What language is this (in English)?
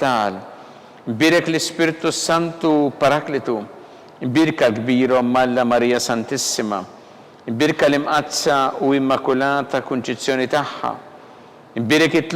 Maltese